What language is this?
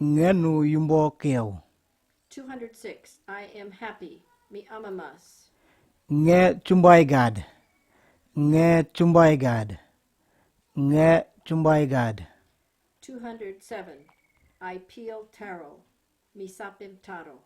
Kamasau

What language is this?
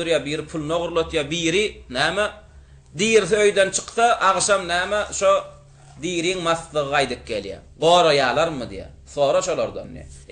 Turkmen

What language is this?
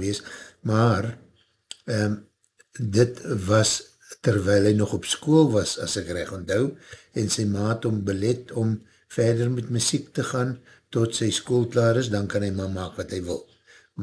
Afrikaans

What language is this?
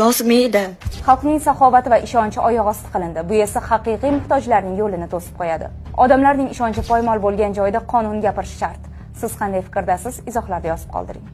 Uzbek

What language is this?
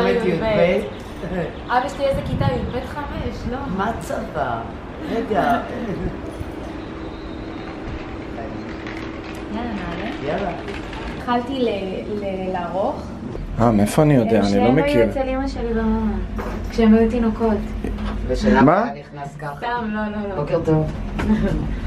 Hebrew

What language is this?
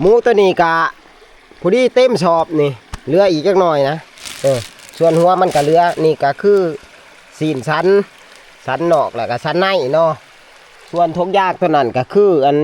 Northeastern Thai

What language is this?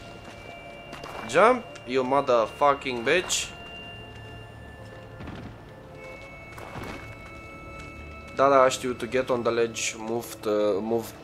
Romanian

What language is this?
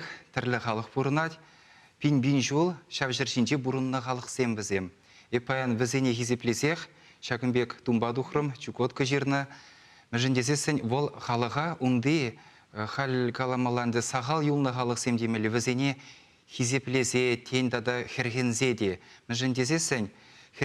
Chuvash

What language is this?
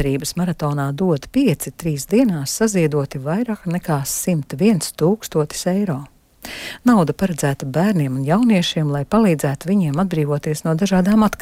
Latvian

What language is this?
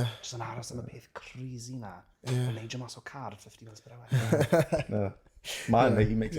Welsh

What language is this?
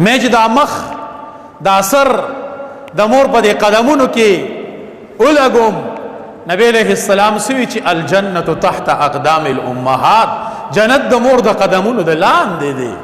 Pashto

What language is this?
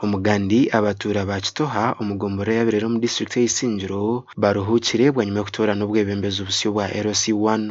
Nyankole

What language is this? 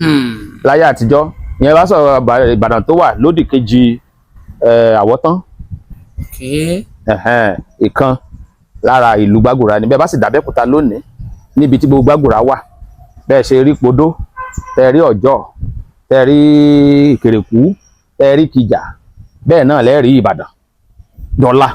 Yoruba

